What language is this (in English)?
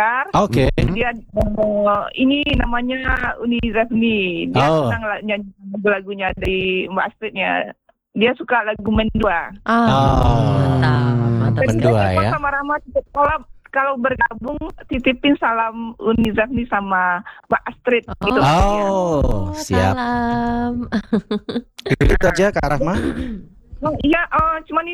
Indonesian